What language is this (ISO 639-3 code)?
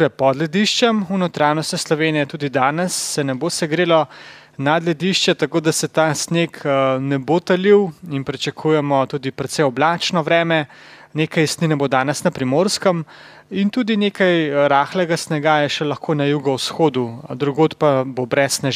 slv